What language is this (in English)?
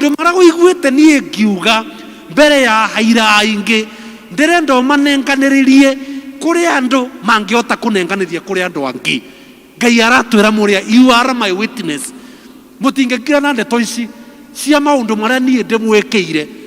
Kikuyu